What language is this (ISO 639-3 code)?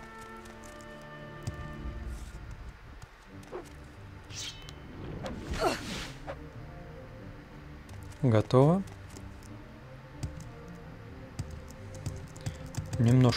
rus